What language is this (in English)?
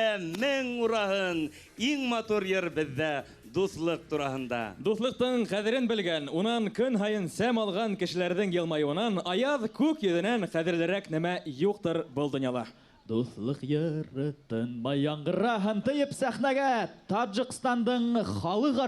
Bashkir